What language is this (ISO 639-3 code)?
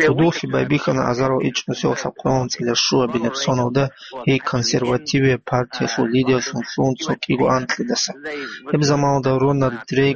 ava